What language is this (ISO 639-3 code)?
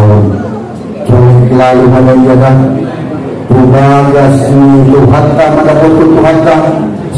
akb